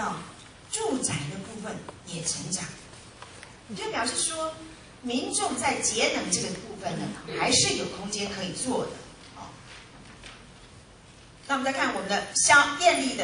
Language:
Chinese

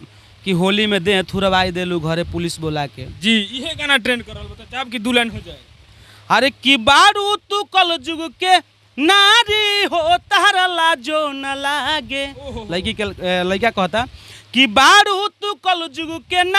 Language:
Bhojpuri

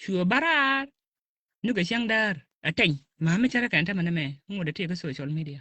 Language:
Nuer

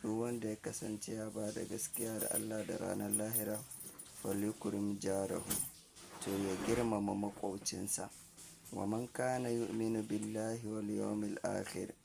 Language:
Hausa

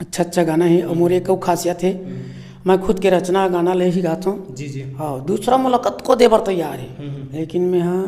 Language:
Chhattisgarhi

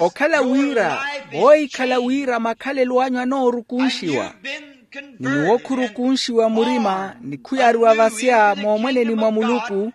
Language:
Makhuwa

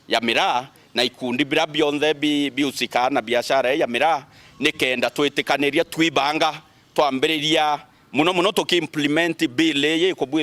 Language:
Meru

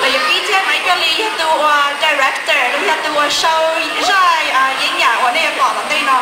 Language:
Hmong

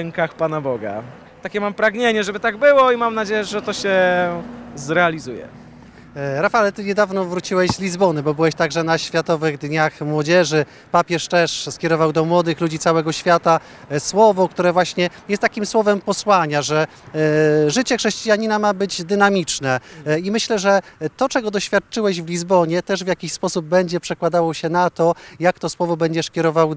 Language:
Polish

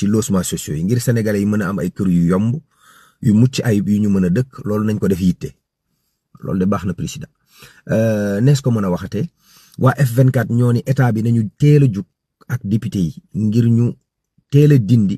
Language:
Wolof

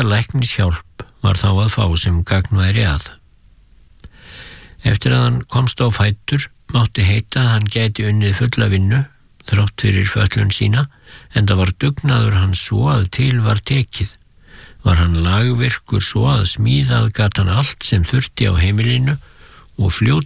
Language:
Icelandic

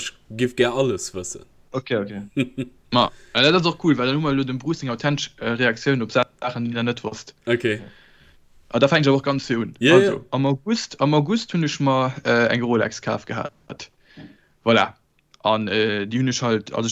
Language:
Luxembourgish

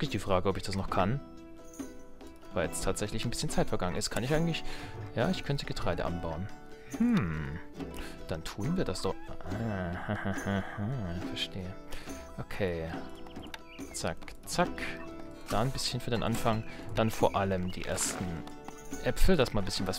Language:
German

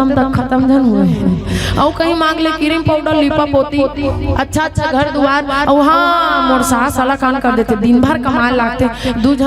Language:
Chhattisgarhi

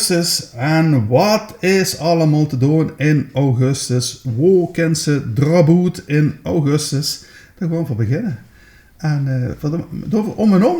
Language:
Limburgish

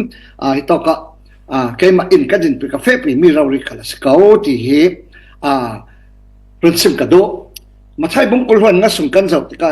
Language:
Falam Chin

